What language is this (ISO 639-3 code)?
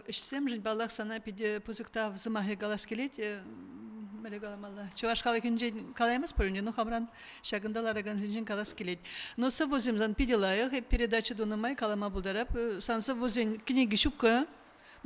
chv